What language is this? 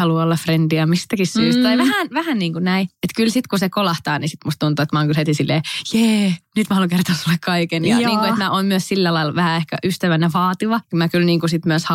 Finnish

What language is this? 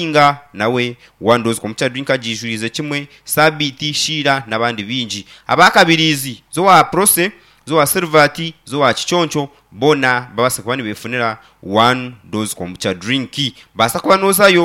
Nyankole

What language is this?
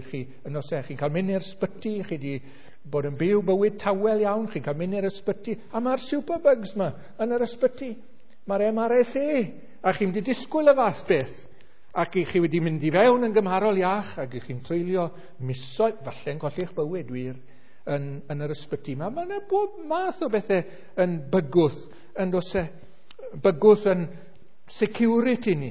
Welsh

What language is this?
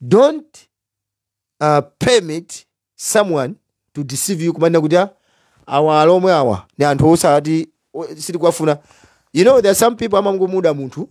Nyanja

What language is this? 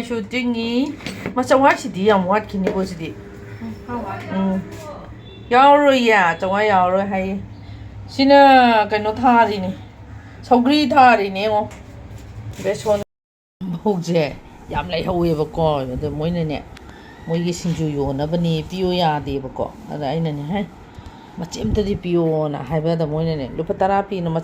Manipuri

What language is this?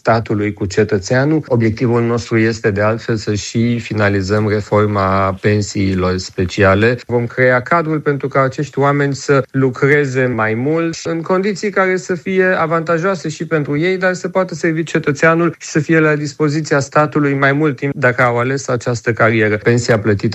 Romanian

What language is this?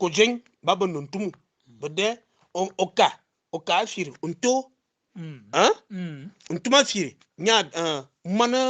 Fang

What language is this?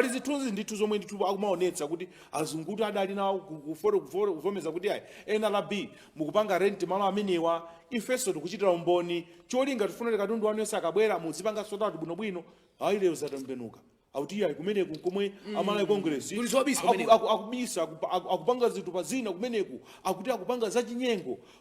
Nyanja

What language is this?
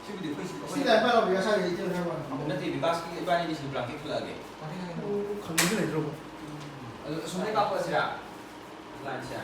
Manipuri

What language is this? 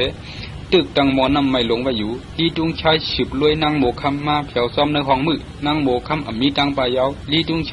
Shan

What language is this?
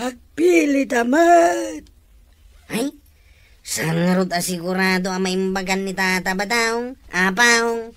Iloko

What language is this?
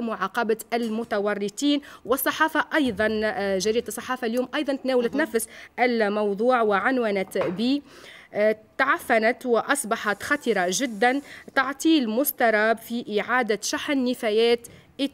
Tunisian Arabic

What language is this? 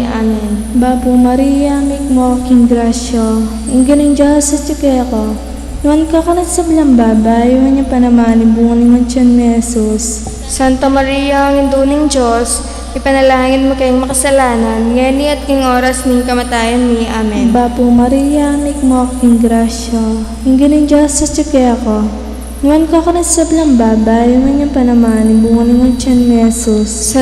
Pampanga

